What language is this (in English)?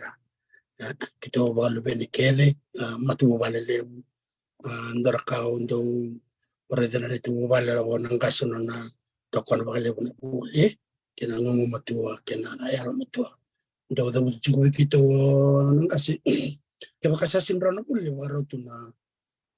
Fijian